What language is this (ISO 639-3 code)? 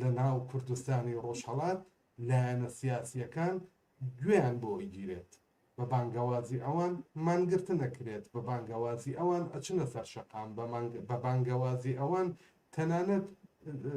ckb